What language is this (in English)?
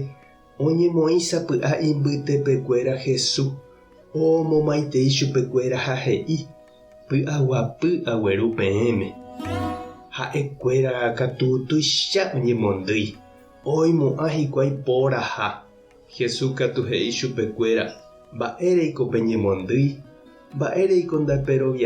Guarani